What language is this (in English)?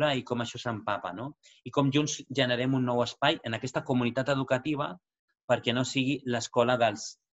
Catalan